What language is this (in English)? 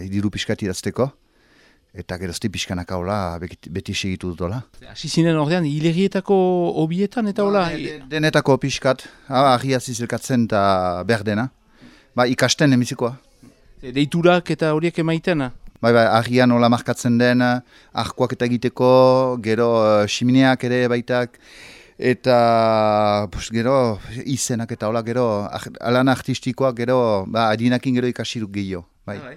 Basque